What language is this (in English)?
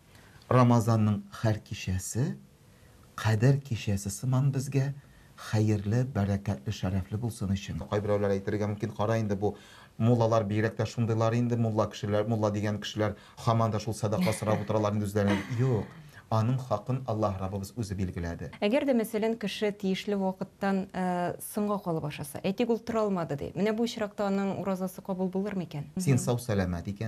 Tatar